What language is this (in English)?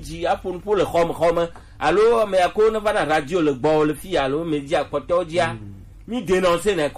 Gen